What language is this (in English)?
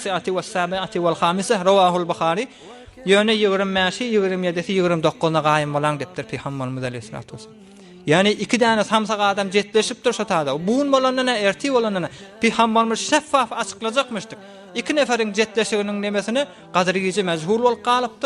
Turkmen